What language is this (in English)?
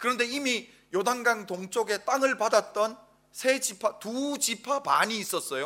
Korean